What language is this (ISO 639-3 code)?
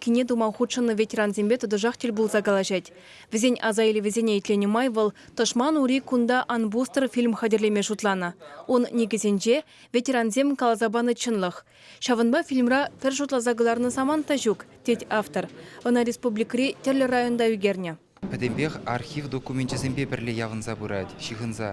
chv